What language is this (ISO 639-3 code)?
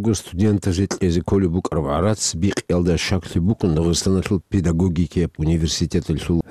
ava